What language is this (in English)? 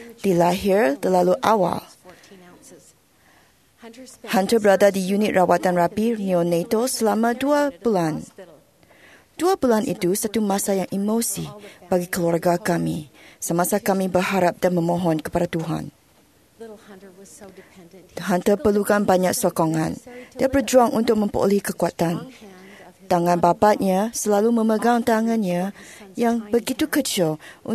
Malay